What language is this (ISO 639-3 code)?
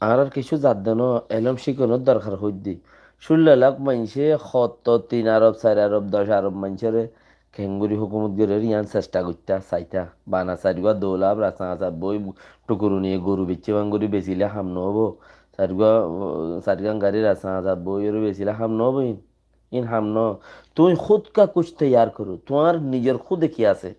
rhg